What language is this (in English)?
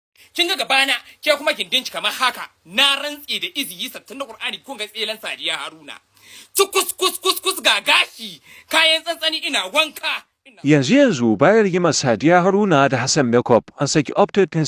Hausa